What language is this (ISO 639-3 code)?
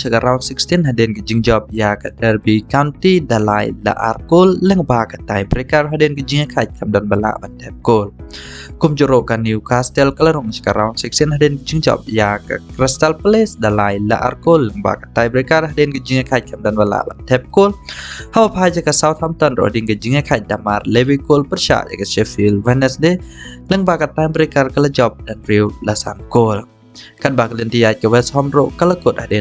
kha